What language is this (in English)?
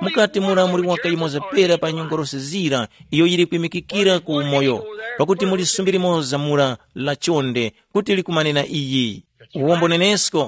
Tumbuka